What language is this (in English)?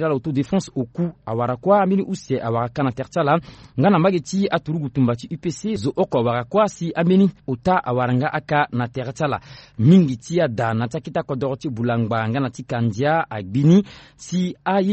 Sango